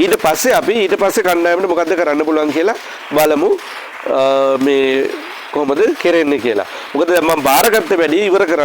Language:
Sinhala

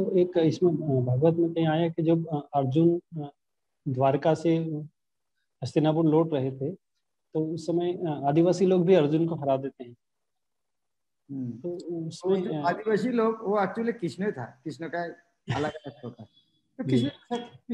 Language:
Hindi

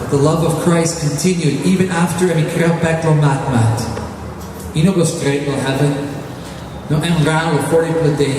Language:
Tok Pisin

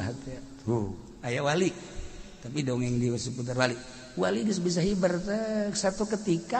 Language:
Sundanese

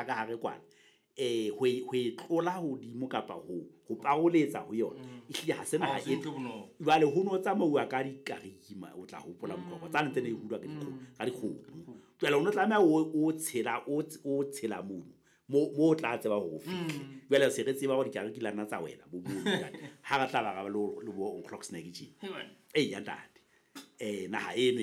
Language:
Southern Sotho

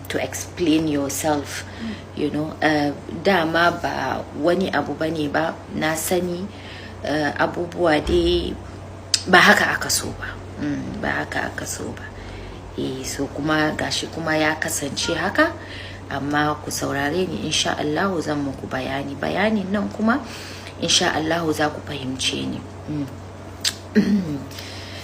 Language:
Hausa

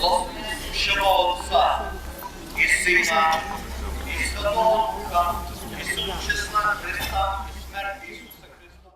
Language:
Rusyn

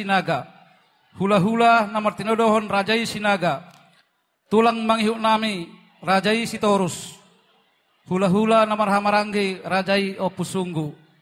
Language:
Batak Toba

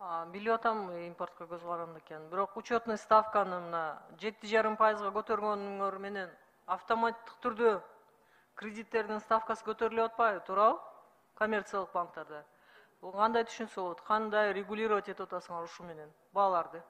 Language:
Kyrgyz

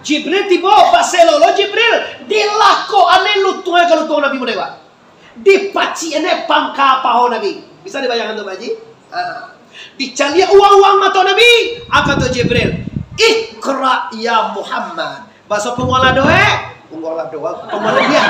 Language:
Minangkabau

